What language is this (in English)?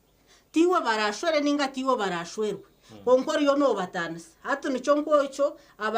Nyankole